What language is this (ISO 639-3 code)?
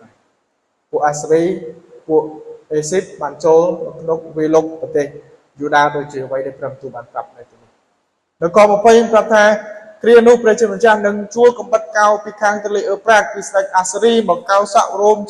khm